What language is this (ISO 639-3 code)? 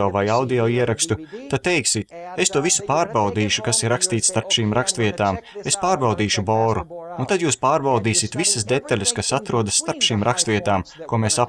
lav